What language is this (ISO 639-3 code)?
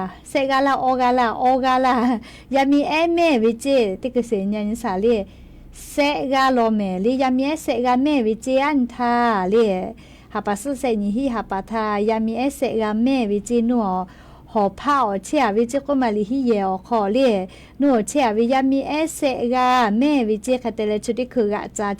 lhu